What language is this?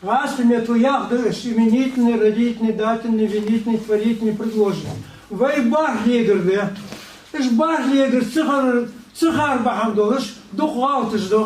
Ingush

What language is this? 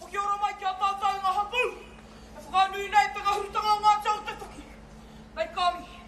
Māori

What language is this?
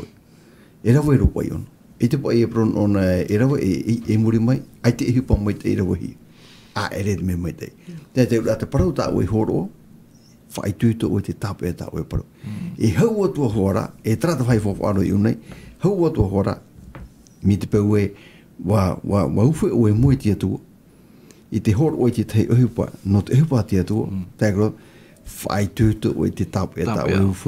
Tahitian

